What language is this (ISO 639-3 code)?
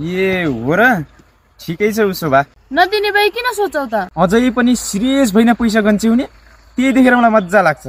nep